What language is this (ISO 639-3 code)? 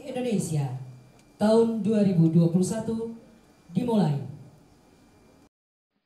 ind